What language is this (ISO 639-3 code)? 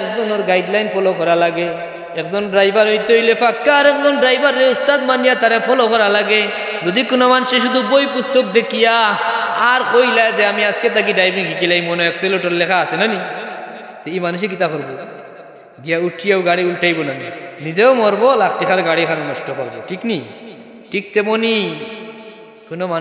syl